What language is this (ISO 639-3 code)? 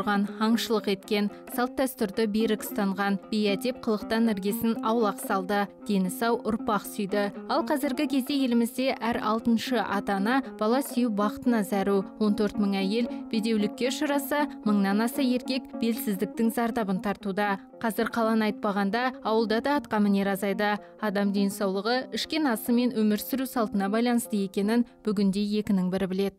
kaz